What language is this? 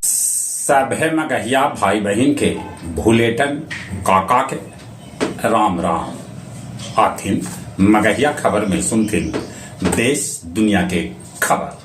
Magahi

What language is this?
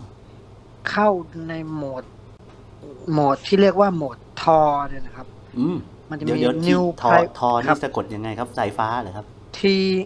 Thai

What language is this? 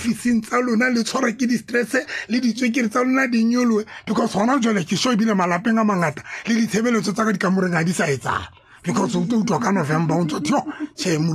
Tswana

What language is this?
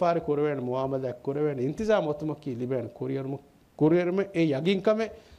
Divehi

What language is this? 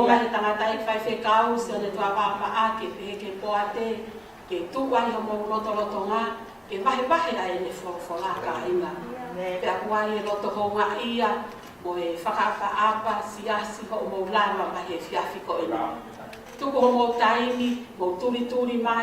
Tongan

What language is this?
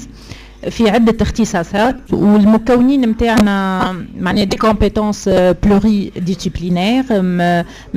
Tunisian Arabic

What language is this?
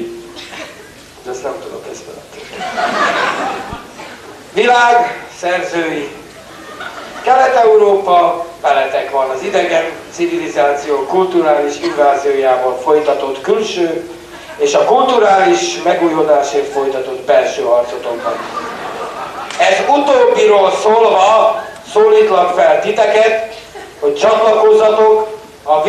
Hungarian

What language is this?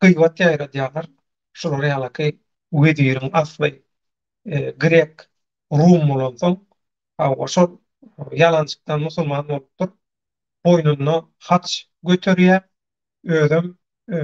Turkmen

